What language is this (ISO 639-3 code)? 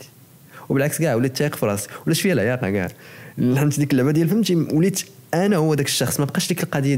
ary